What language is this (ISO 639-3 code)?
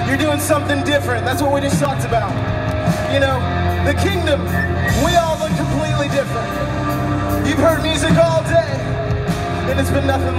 eng